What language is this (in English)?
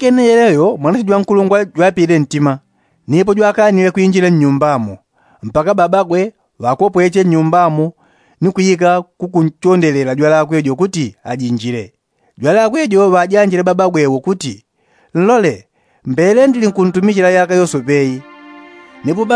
Yao